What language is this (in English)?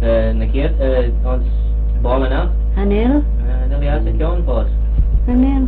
Manx